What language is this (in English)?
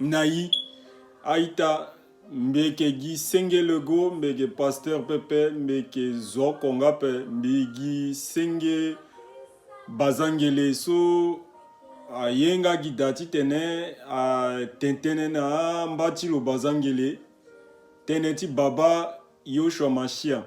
Sango